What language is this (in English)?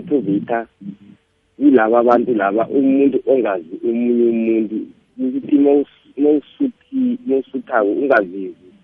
South Ndebele